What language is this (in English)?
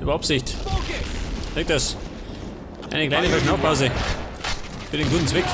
Bavarian